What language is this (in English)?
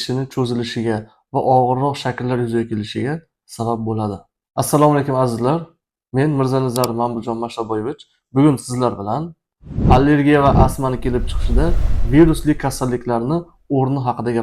Uzbek